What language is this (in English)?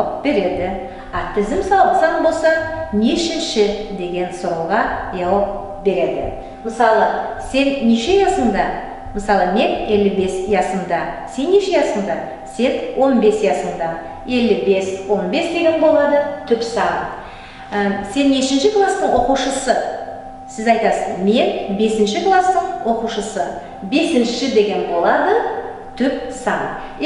Nogai